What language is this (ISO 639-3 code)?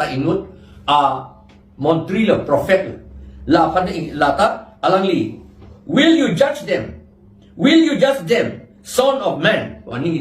mjw